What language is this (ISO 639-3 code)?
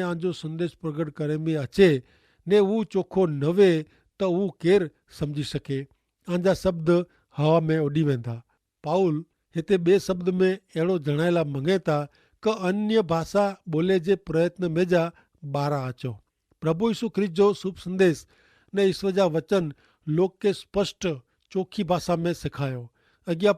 kfr